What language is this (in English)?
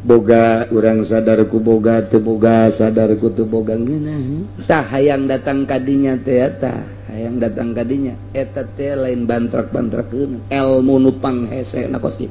Sundanese